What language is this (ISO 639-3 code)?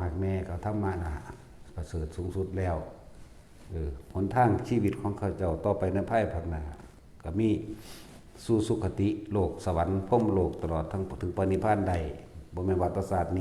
tts